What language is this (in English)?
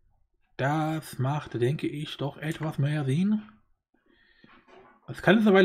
German